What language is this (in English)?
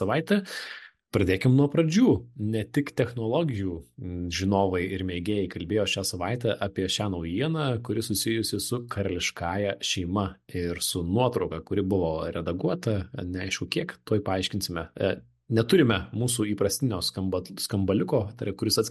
Lithuanian